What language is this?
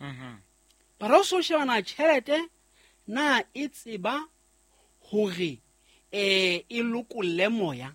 Southern Sotho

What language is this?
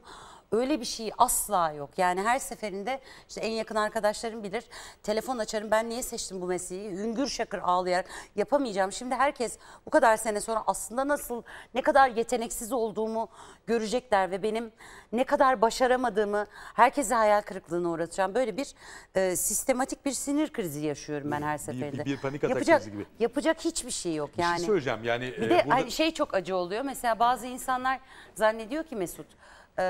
Turkish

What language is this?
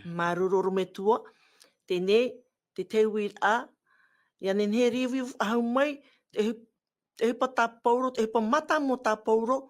Tahitian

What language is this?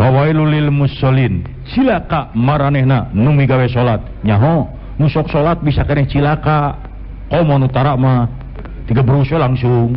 Sundanese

